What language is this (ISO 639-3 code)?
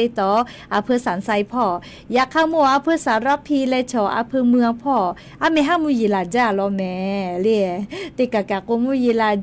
lhu